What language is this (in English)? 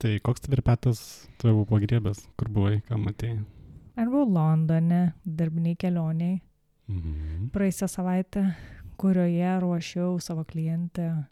Lithuanian